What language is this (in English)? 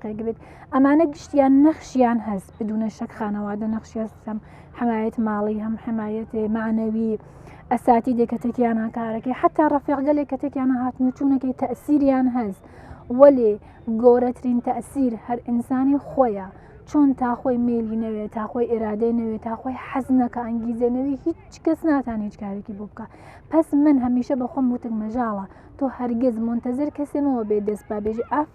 Central Kurdish